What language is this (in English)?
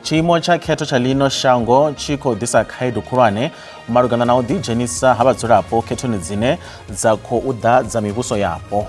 Venda